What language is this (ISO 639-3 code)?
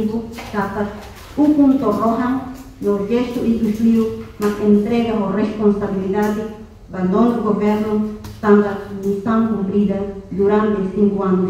tet